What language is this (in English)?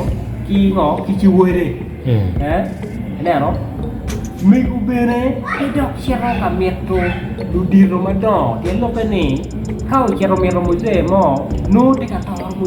Acoli